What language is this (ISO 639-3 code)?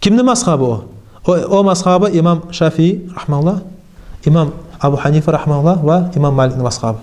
kum